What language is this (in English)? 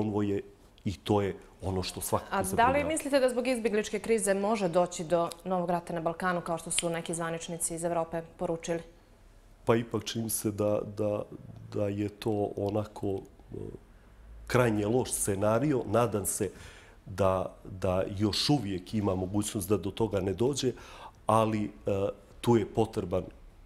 Bosnian